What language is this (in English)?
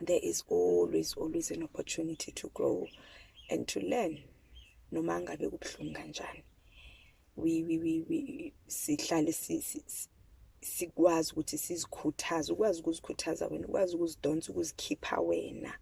Zulu